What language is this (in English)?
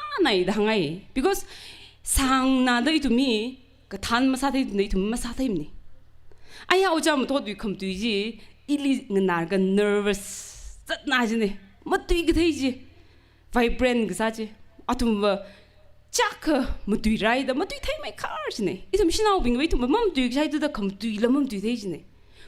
Tangkhul Naga (India)